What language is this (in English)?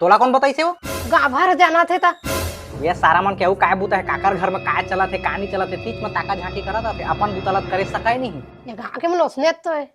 Chhattisgarhi